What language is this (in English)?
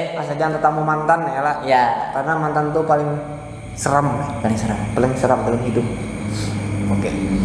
Banjar